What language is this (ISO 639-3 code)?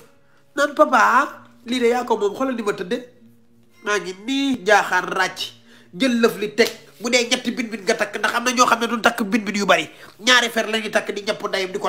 wol